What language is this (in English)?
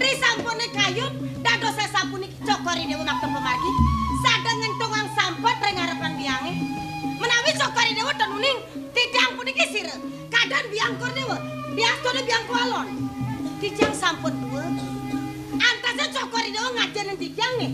Balinese